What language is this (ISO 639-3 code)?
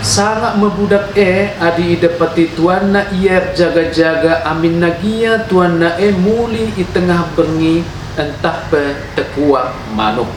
btx